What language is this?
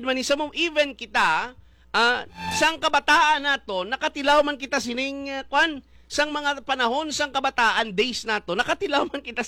Hiligaynon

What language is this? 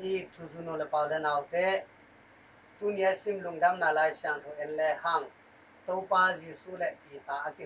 Tedim Chin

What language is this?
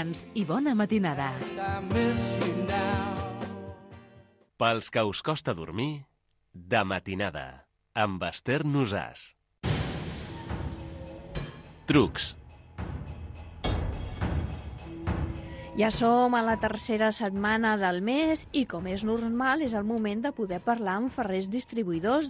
Catalan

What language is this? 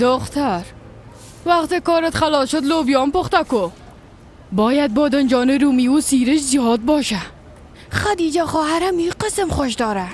Persian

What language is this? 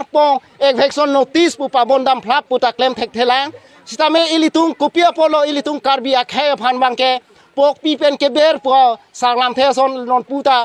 Karbi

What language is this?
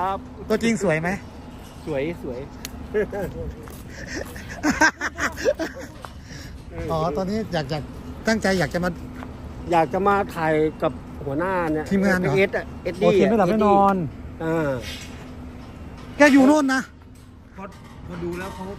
Thai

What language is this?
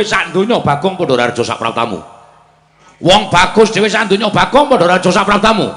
Javanese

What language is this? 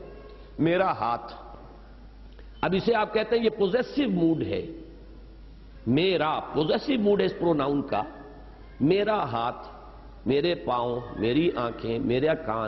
Urdu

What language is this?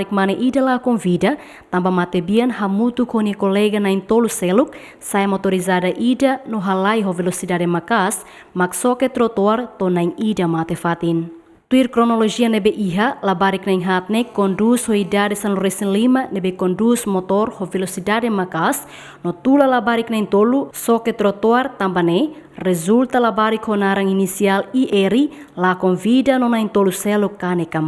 Tetum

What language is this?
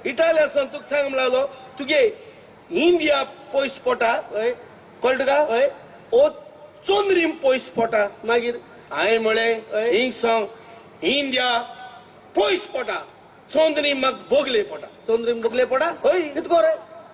Konkani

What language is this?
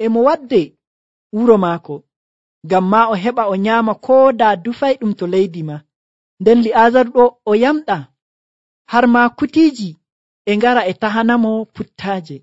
Nigerian Fulfulde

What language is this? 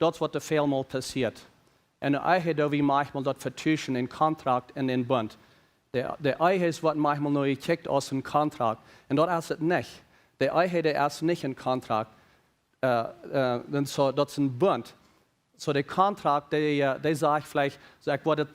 Plautdietsch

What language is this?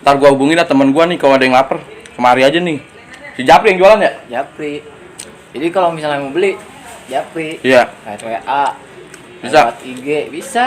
Betawi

